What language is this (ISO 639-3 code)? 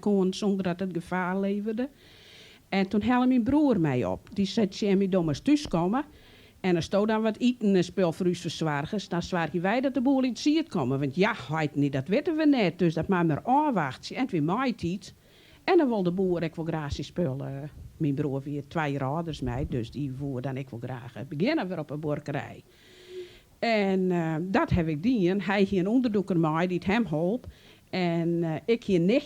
fry